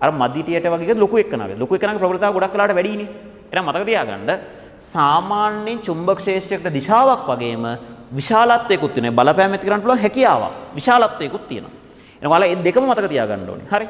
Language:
Sinhala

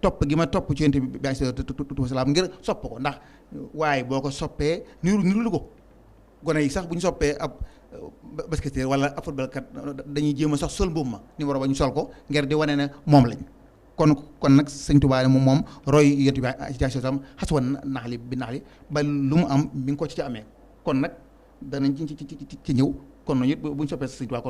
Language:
Wolof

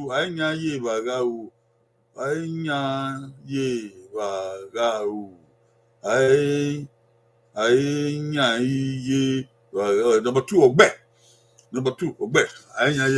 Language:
Bini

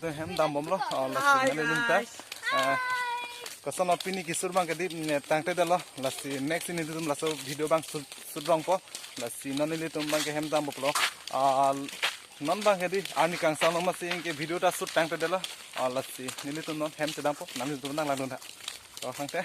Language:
Karbi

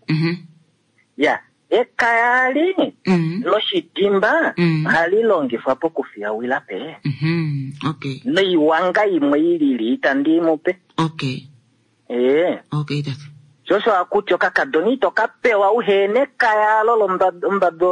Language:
Kuanyama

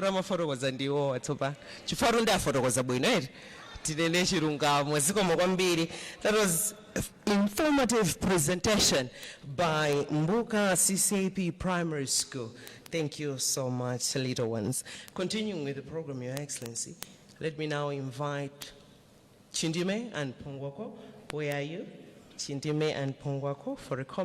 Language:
Nyanja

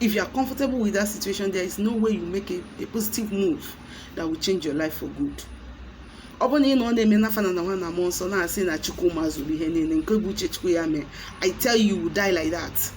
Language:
Igbo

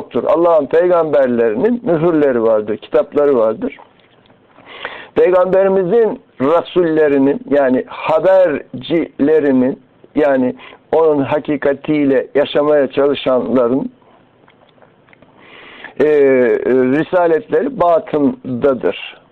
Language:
Turkish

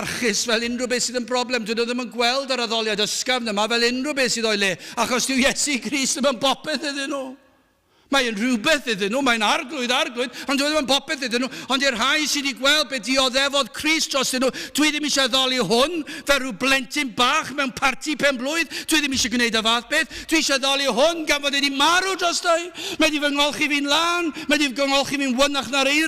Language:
Welsh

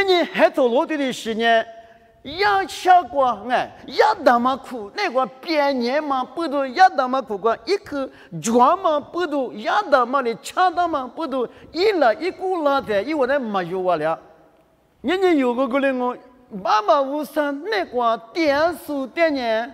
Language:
Lisu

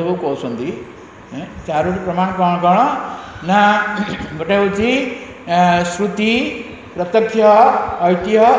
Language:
Odia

